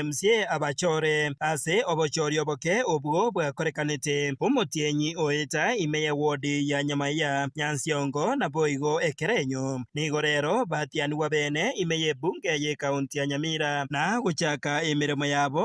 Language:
Gusii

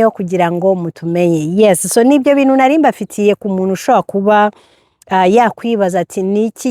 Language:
Kinyarwanda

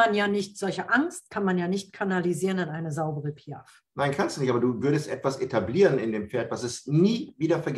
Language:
German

